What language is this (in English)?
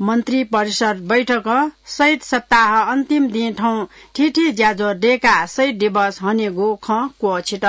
Newari